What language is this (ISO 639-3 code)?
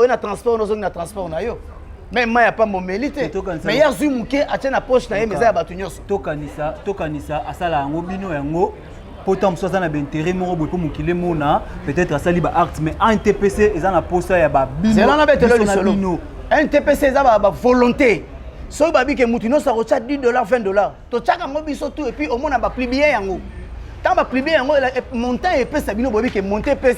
lin